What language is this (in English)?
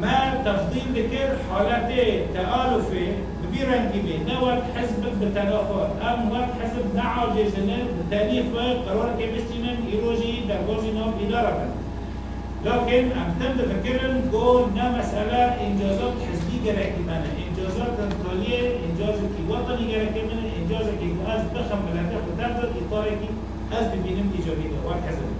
Kurdish